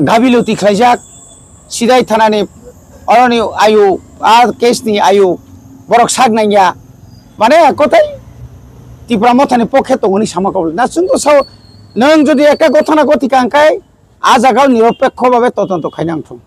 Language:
Kok Borok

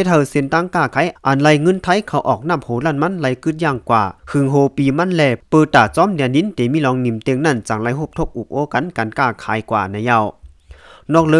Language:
Shan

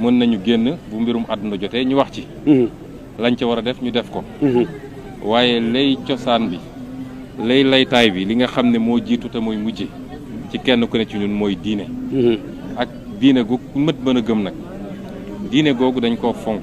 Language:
Wolof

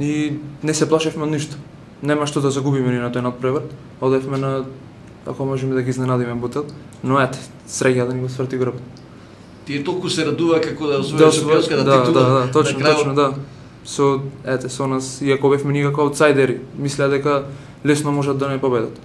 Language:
Macedonian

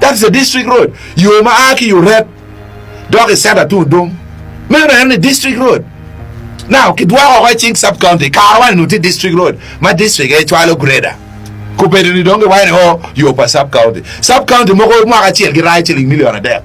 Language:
Acoli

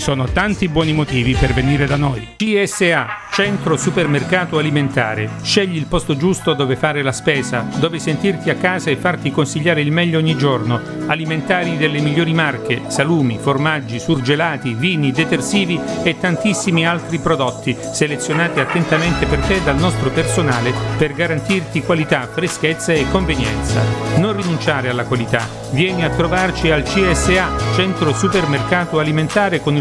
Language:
Italian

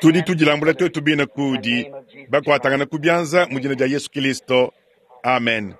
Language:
Luba-Lulua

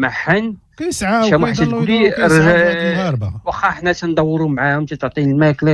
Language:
Moroccan Arabic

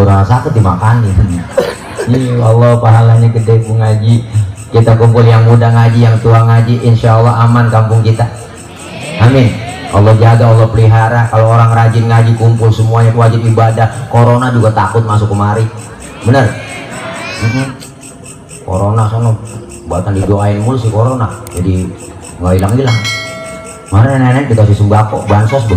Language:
Betawi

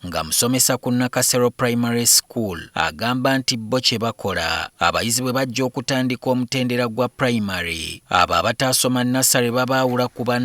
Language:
Ganda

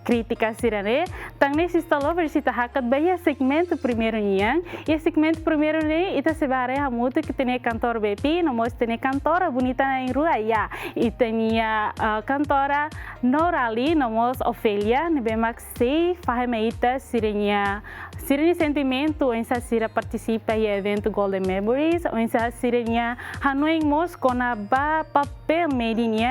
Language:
Tetum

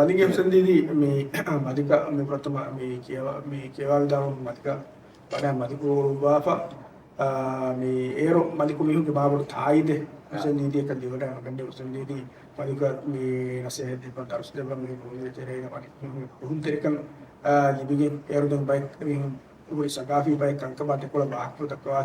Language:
Divehi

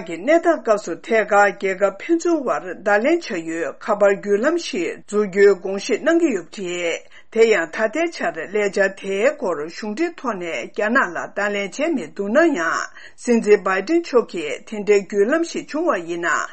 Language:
Tibetan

